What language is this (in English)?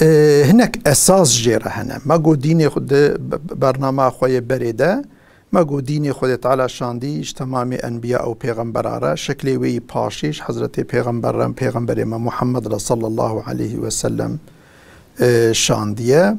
Kurdish